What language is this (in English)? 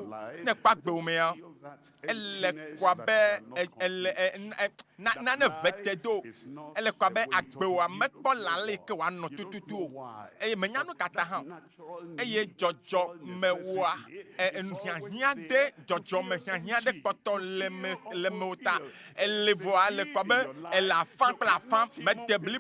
Ewe